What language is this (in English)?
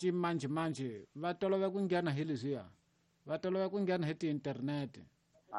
Tsonga